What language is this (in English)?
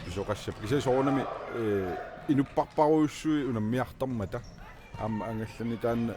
Kalaallisut